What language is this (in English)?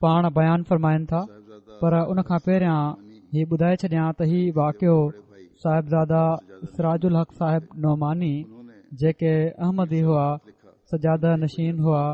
Sindhi